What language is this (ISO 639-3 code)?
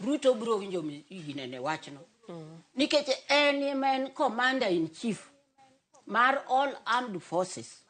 luo